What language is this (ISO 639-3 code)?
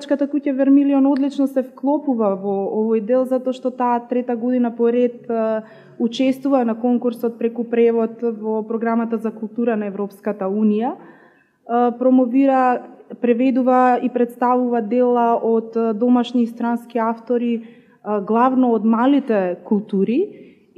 mkd